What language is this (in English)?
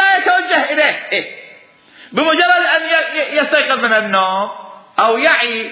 Mesopotamian Arabic